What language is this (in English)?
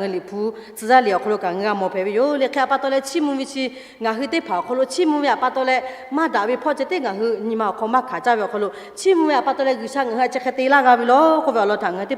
Lahu